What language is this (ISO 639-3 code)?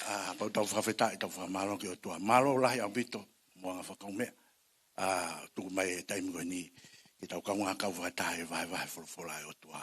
ton